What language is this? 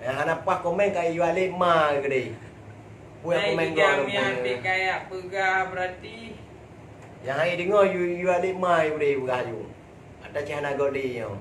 Achinese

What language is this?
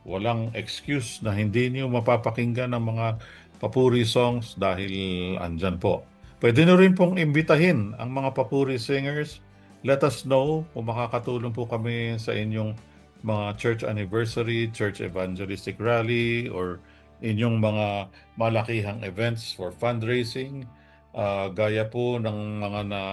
Filipino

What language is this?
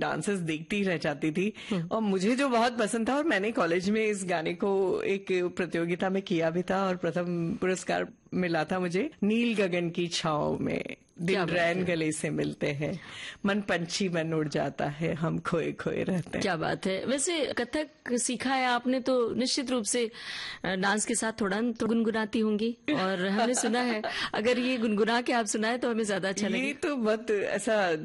Hindi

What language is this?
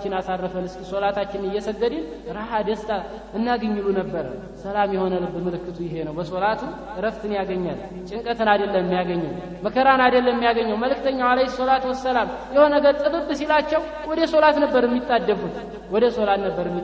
Amharic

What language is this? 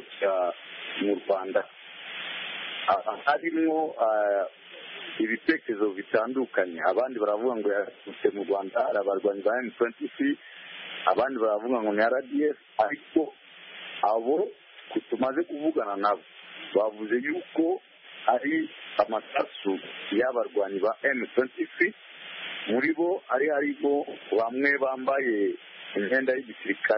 Kinyarwanda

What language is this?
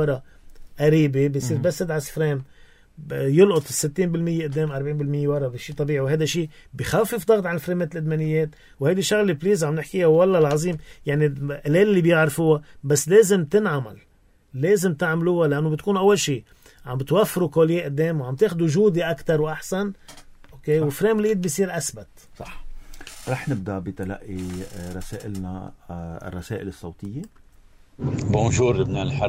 North Levantine Arabic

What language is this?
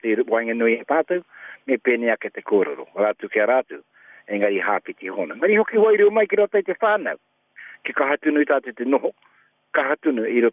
Māori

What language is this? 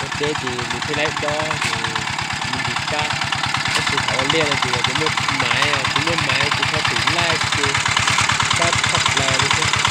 Hmong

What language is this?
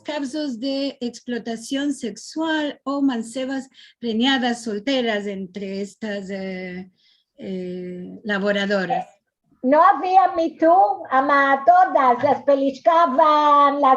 Ladino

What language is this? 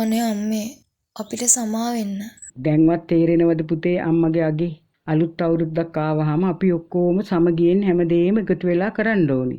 Sinhala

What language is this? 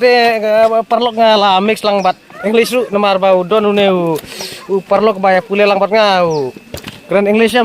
Khasi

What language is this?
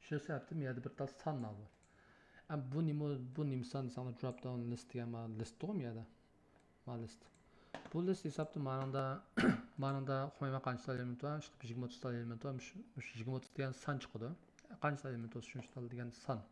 Uyghur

